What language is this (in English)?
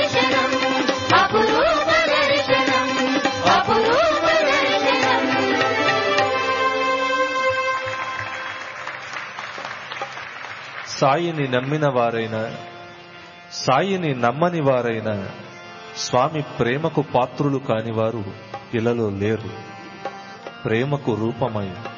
Telugu